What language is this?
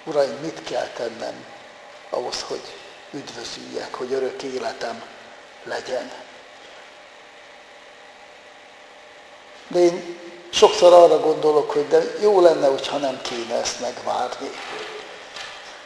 Hungarian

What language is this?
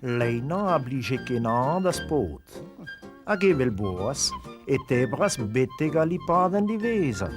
Breton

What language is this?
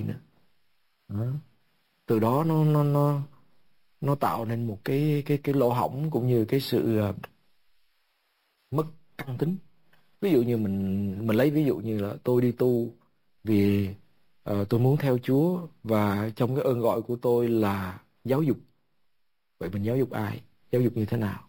Vietnamese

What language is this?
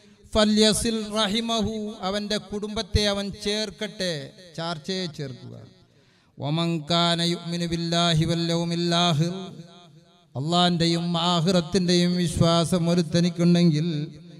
Malayalam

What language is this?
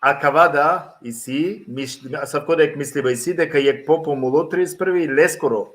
Balkan Romani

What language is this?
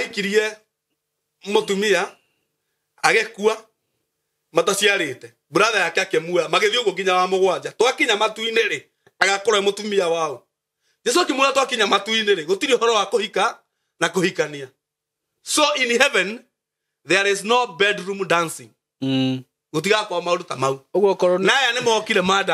Kikuyu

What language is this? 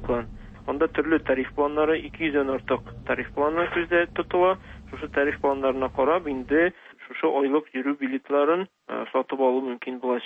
Tatar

